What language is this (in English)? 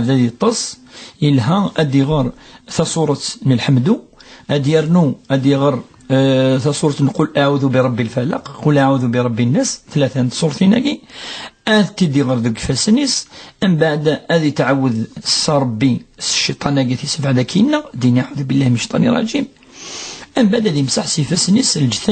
Kabyle